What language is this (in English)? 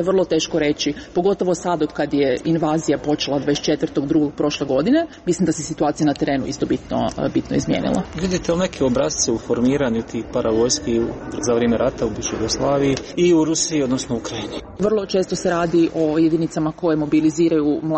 Croatian